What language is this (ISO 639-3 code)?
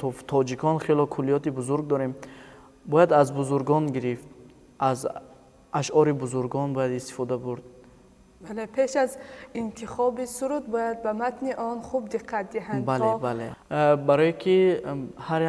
tgk